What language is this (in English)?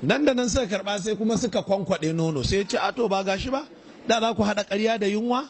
Hausa